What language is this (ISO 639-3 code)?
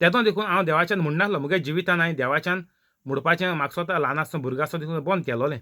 kok